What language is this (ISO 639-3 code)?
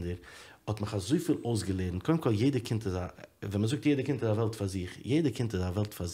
yid